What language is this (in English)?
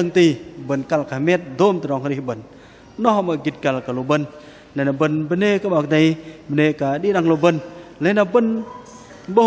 Bahnar